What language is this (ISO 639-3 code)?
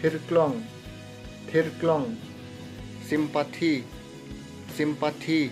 mjw